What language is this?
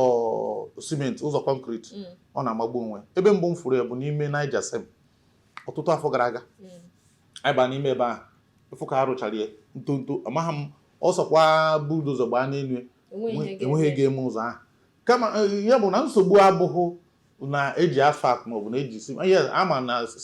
Igbo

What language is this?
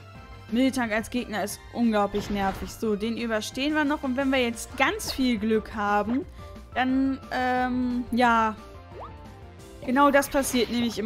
German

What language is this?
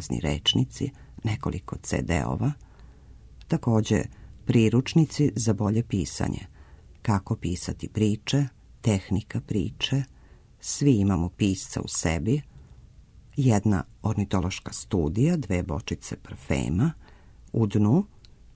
Serbian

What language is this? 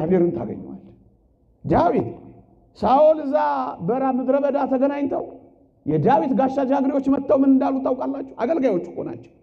Amharic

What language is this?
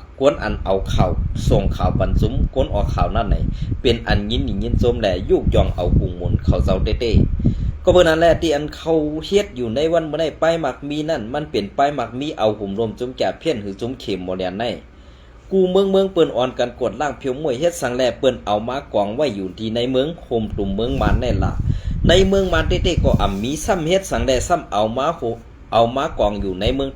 Shan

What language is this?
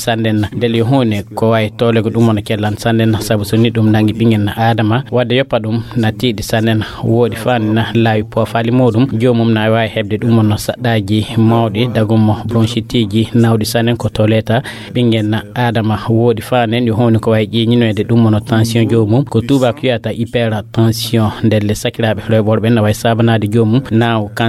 Fula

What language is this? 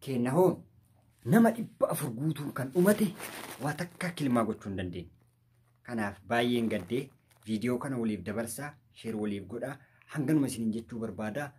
Oromo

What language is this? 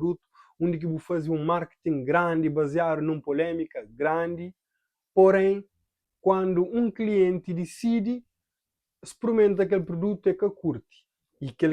Kabuverdianu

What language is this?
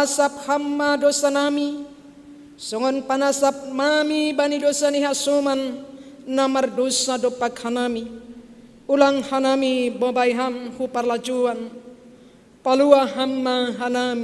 Batak Simalungun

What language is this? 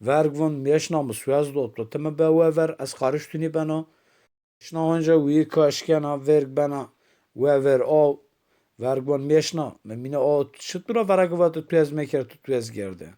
Zaza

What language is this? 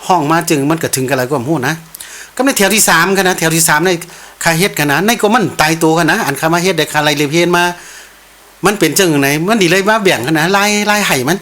Shan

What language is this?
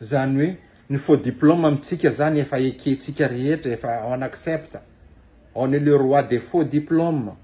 Malagasy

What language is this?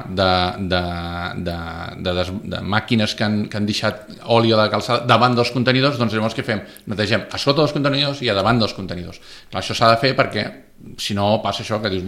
Catalan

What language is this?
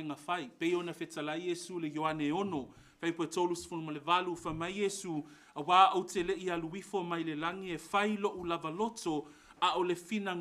Samoan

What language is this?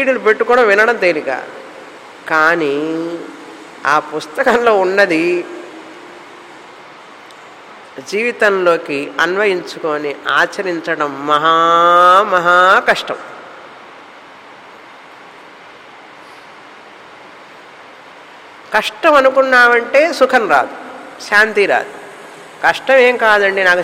Telugu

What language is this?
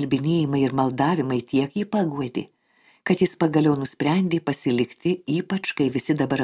Lithuanian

